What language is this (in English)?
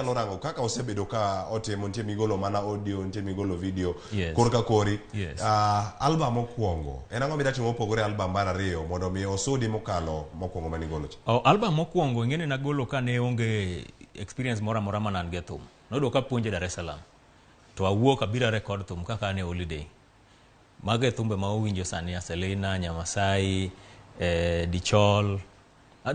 Luo (Kenya and Tanzania)